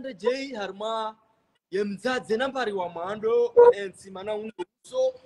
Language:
Swahili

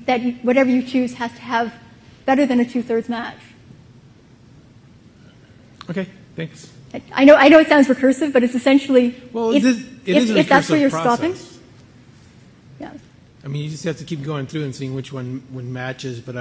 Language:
English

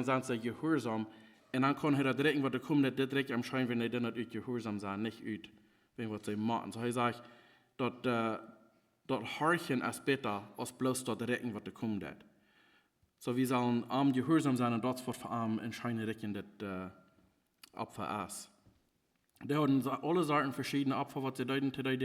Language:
Plautdietsch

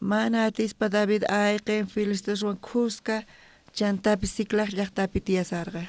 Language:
South Bolivian Quechua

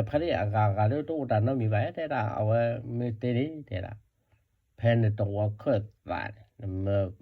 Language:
S'gaw Karen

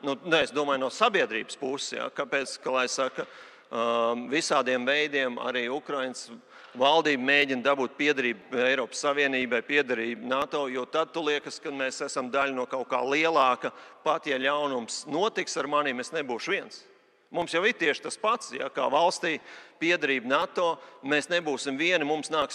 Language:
Latvian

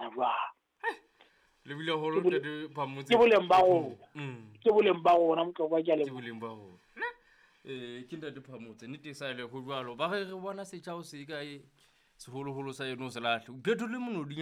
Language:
Southern Sotho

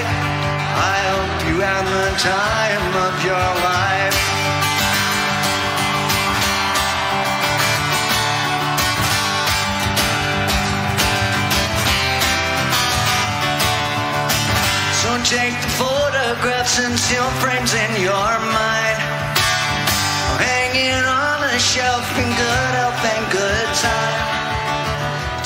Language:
English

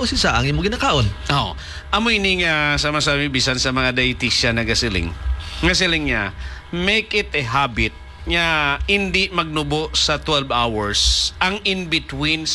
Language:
Hiligaynon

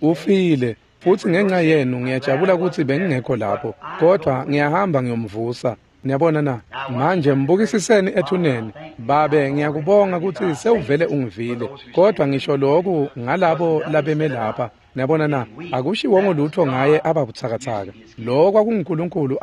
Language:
Swati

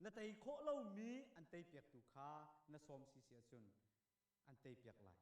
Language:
Hakha Chin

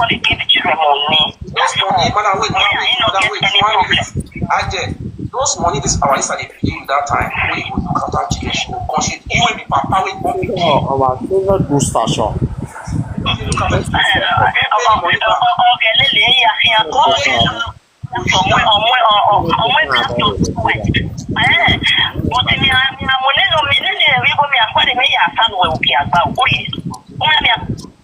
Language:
Nigerian Pidgin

